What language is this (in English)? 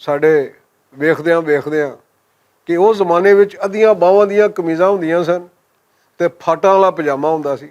Western Panjabi